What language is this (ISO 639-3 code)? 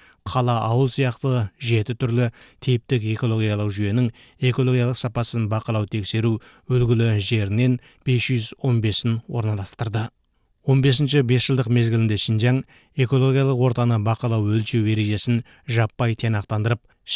kaz